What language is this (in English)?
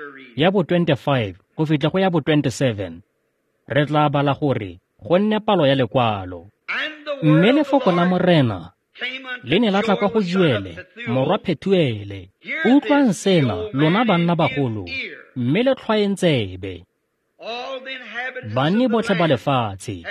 Tswana